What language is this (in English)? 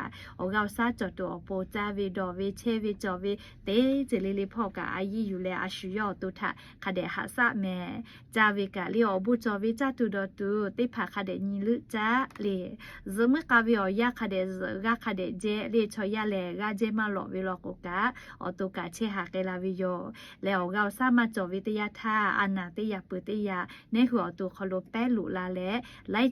Lahu